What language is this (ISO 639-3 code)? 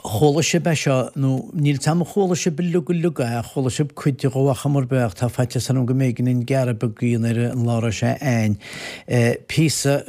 gle